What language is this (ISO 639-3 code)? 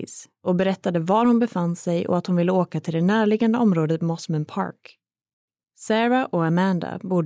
swe